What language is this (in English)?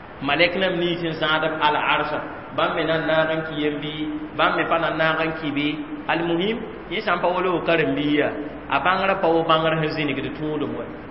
Mossi